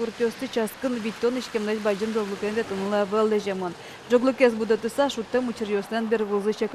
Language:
Udmurt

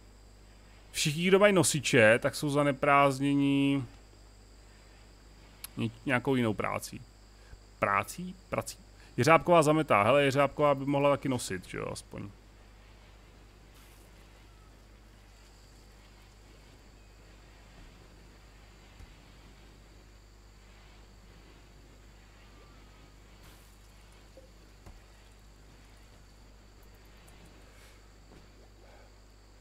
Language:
Czech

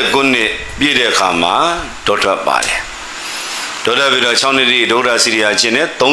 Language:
Burmese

